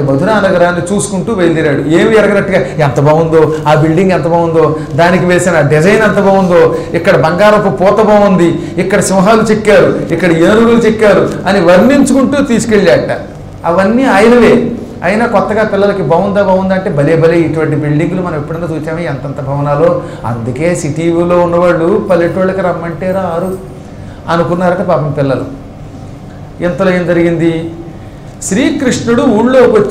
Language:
Telugu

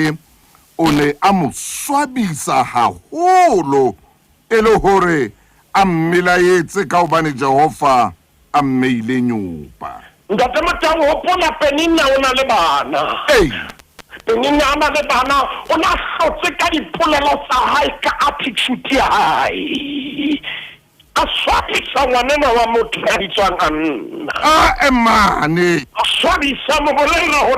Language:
Southern Sotho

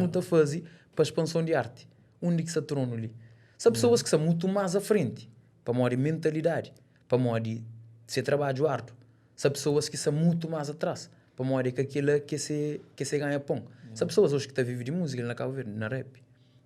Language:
Kabuverdianu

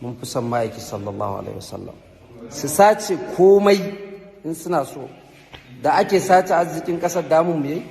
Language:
Hausa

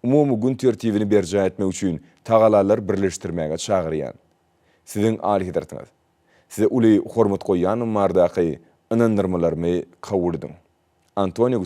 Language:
Turkmen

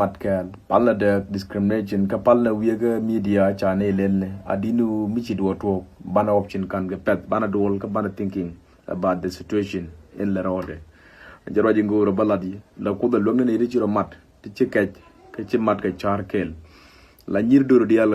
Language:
Nuer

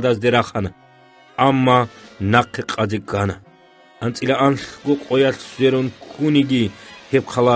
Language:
Avaric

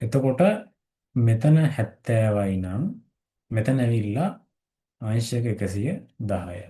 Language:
Sinhala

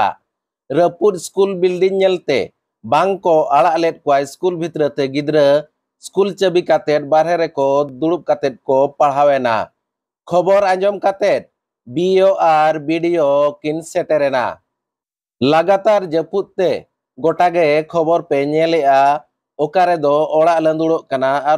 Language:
Santali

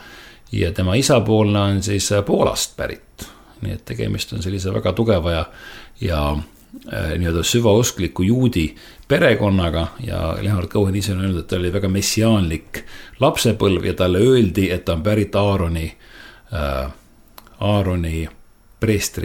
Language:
Estonian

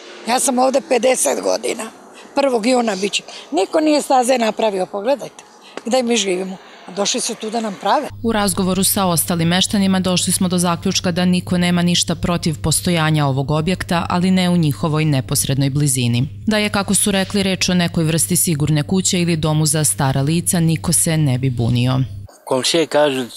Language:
Serbian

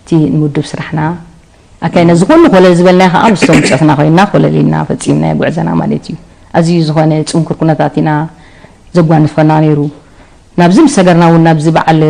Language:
Tigrinya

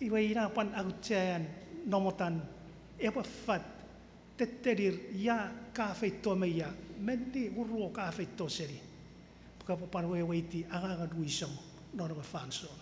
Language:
Chuukese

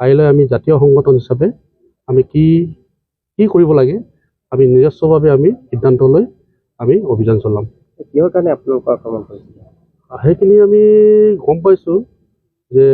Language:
Assamese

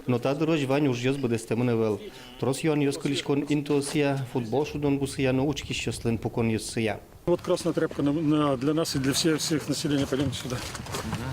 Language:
Udmurt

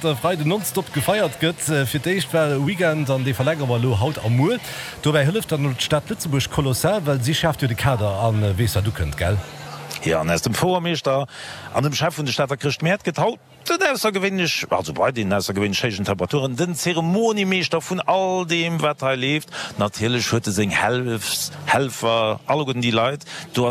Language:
Luxembourgish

